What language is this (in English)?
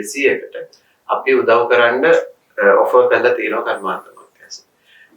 Sinhala